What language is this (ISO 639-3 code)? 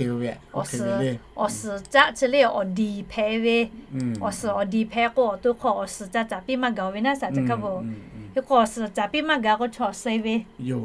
lhu